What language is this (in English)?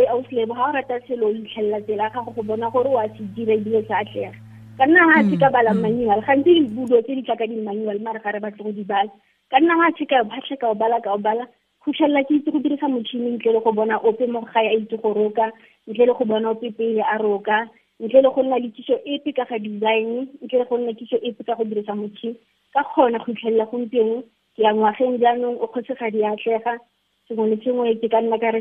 Tswana